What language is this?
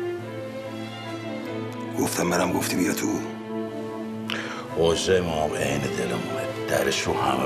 Persian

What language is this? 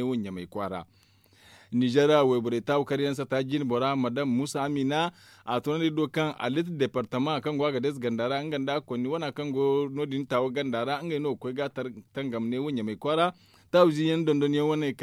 Zarma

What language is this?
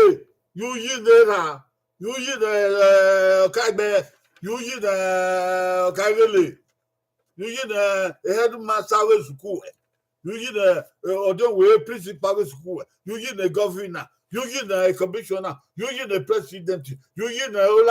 Bini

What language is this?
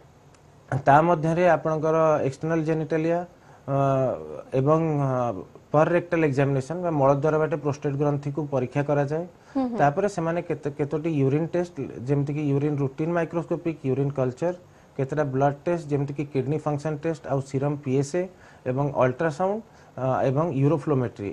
Odia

